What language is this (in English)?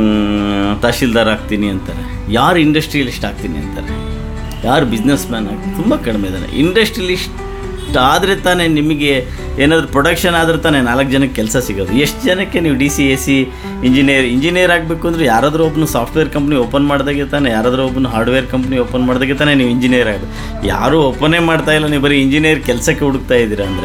Kannada